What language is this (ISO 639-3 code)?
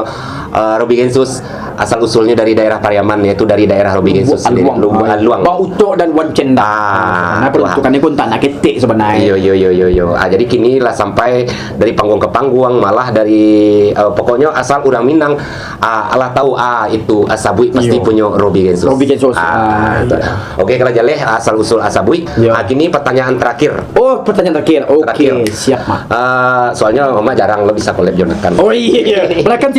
min